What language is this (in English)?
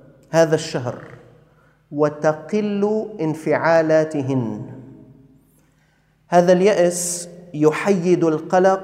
Arabic